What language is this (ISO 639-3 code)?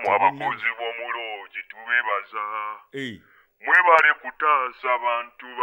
lug